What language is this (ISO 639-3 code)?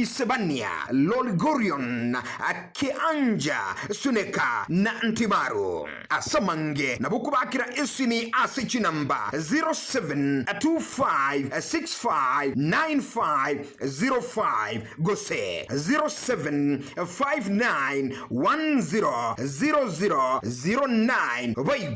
guz